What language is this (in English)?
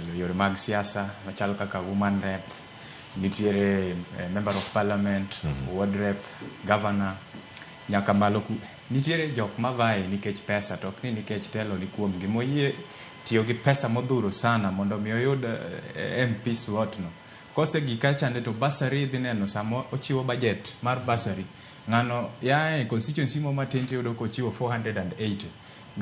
Luo (Kenya and Tanzania)